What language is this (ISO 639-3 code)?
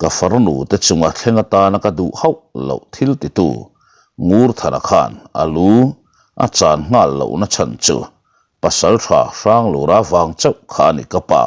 lus